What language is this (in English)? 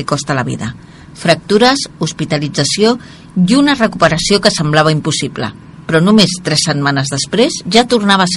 Catalan